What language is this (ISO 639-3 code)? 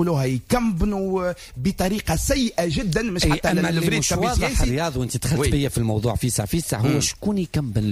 aeb